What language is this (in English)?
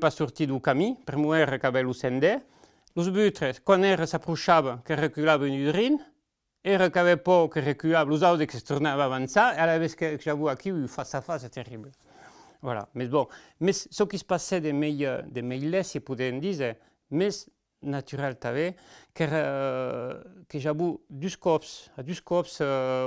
Occitan